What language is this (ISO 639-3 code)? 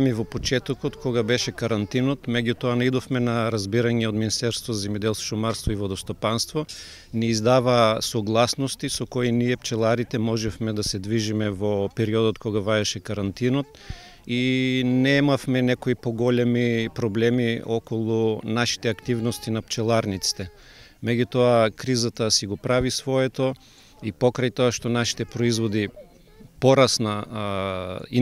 mkd